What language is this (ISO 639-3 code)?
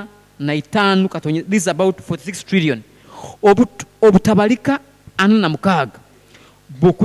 nyo